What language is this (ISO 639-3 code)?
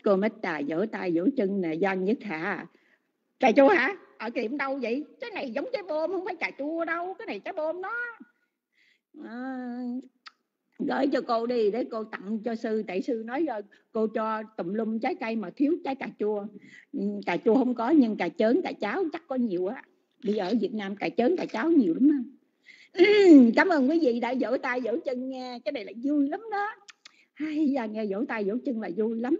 vie